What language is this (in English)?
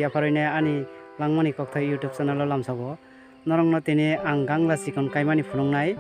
Kok Borok